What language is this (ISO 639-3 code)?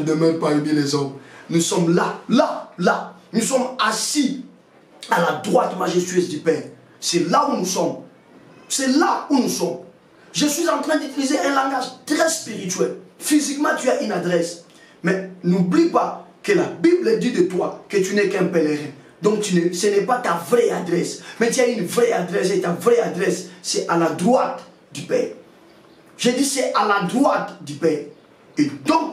fra